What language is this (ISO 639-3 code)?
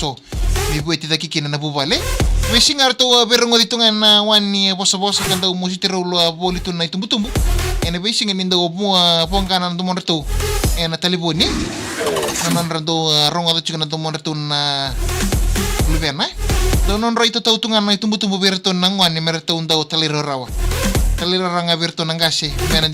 fij